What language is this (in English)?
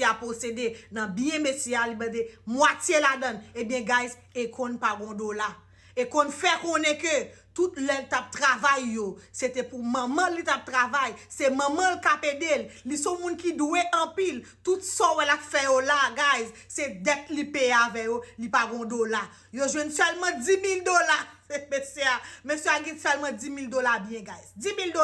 Haitian Creole